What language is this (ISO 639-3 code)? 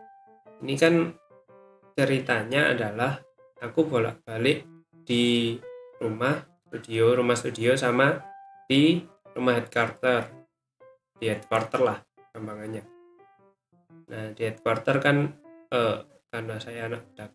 ind